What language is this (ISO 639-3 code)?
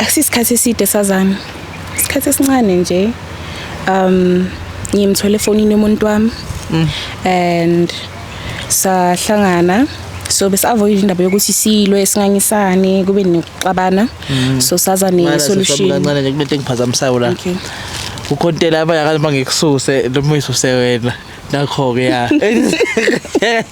zul